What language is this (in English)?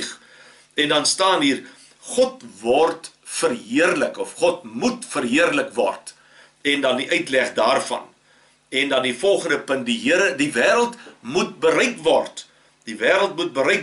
Afrikaans